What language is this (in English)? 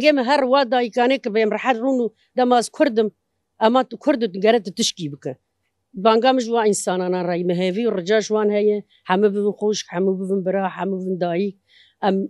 Kurdish